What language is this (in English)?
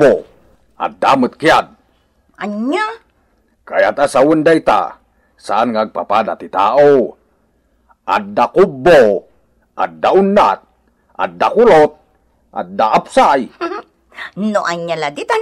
Iloko